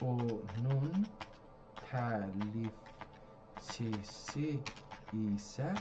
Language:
South Azerbaijani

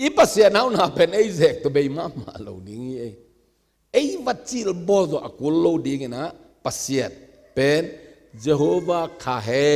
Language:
Tedim Chin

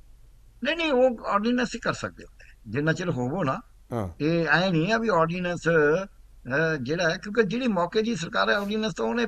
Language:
Punjabi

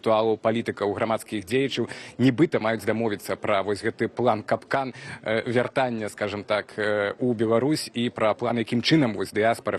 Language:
Belarusian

